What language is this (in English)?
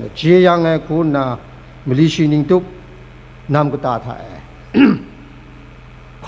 Kachin